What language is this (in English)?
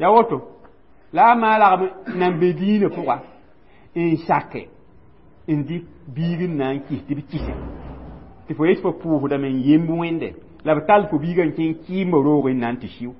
Mossi